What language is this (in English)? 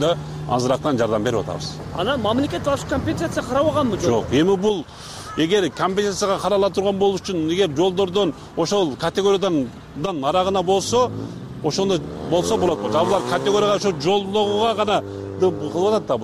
Kyrgyz